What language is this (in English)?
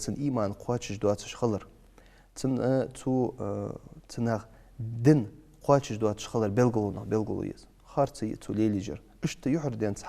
Ingush